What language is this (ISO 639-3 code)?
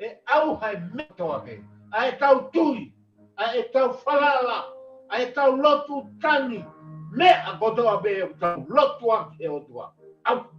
ton